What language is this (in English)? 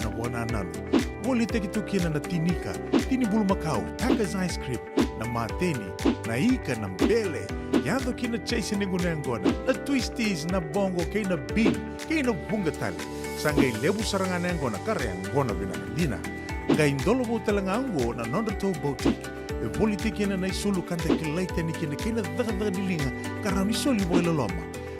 Fijian